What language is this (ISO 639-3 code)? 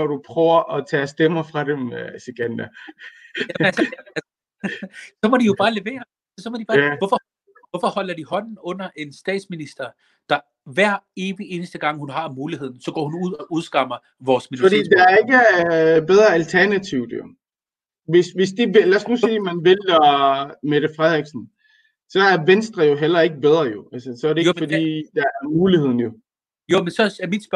dan